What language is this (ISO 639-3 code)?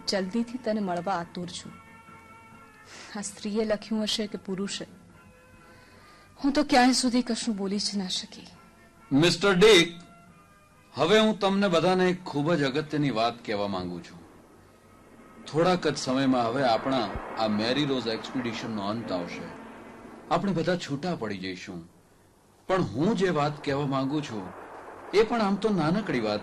guj